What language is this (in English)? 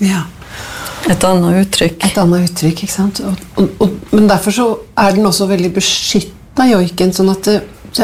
Norwegian